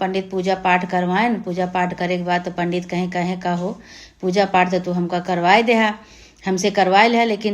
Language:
Awadhi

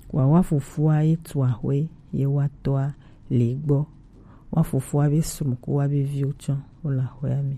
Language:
Gen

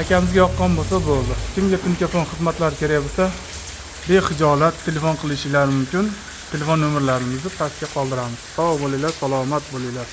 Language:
Uzbek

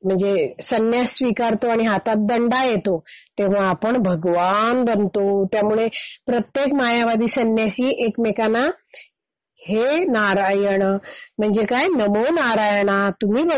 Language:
Marathi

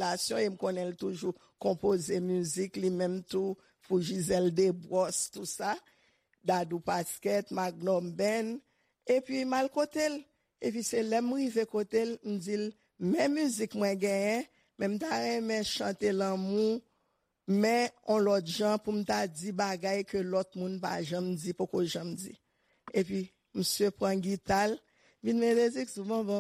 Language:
Haitian Creole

